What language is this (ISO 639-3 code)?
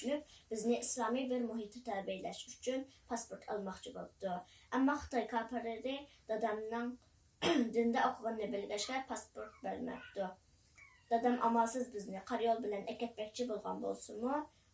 uig